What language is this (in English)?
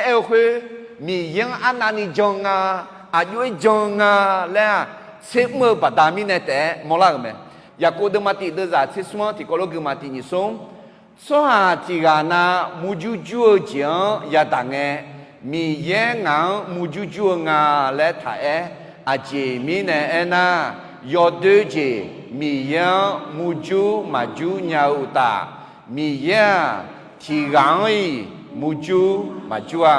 Akha